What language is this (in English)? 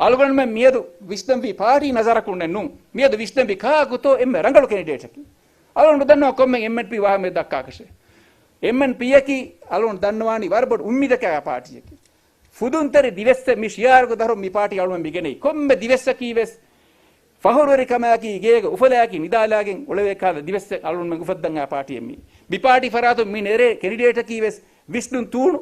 Divehi